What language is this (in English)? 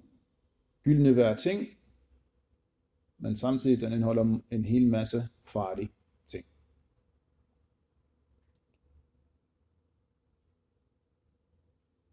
Danish